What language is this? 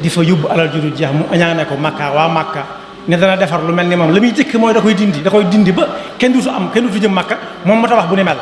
Wolof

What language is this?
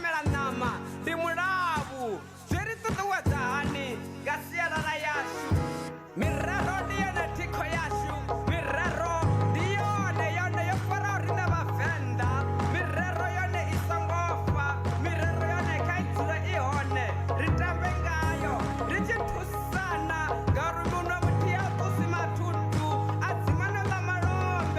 Venda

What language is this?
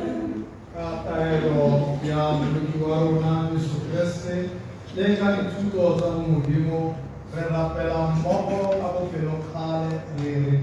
Tswana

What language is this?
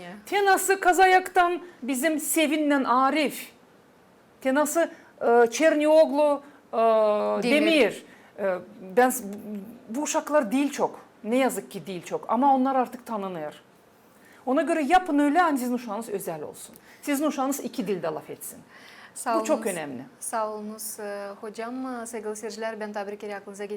Gagauz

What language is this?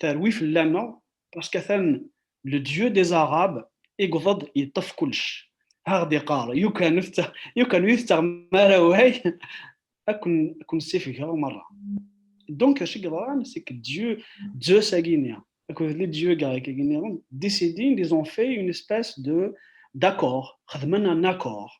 Kabyle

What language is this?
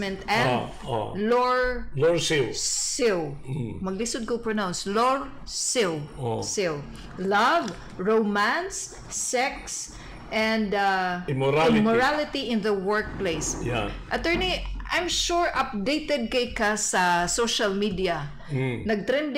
Cebuano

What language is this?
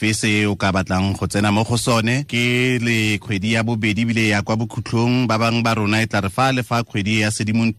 Tswana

